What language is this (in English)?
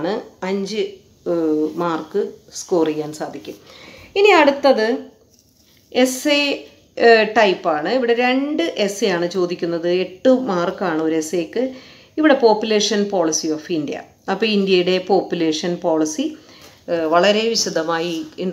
Malayalam